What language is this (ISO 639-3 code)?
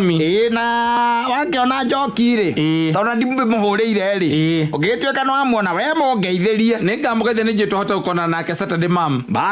kik